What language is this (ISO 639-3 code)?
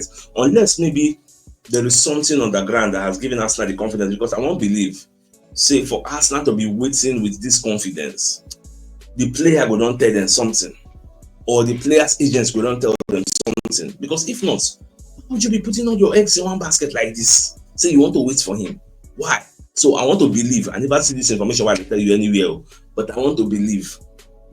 pcm